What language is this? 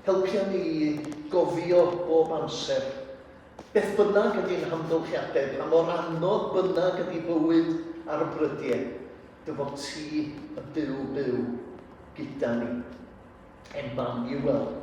Welsh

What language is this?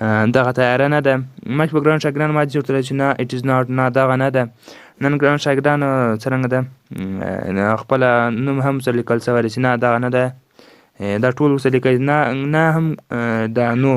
Pashto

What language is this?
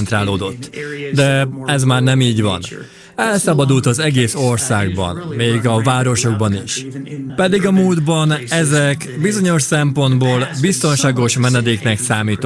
Hungarian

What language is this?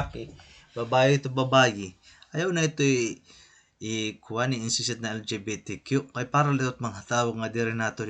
Waray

